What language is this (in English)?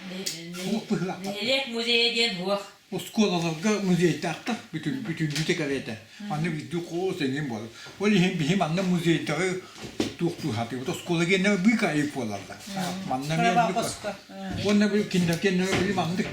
Yakut